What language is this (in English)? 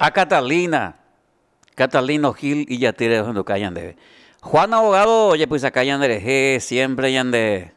Guarani